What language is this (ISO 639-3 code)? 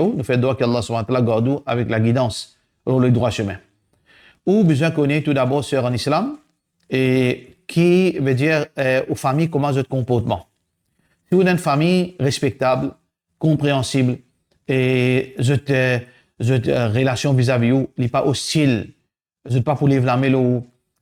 mfe